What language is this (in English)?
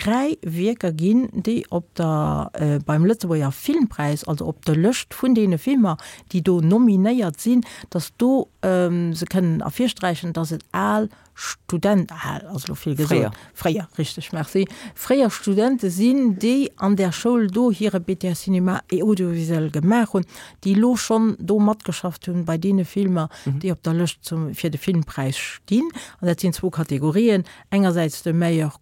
Luxembourgish